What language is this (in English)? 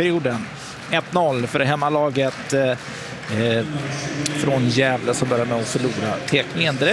Swedish